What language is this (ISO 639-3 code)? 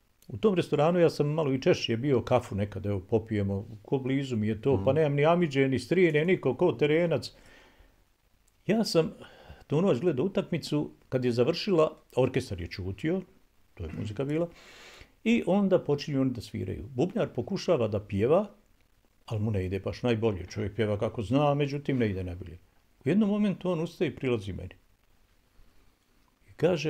bos